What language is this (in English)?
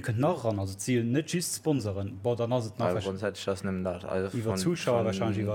Luxembourgish